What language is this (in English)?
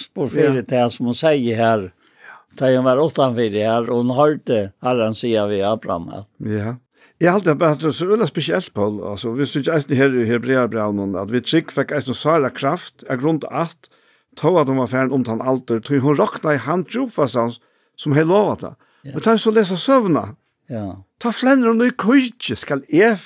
Faroese